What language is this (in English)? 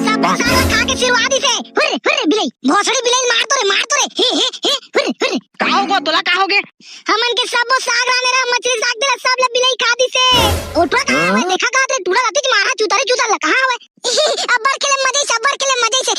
Chhattisgarhi